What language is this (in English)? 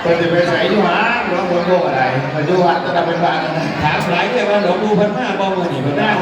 Northeastern Thai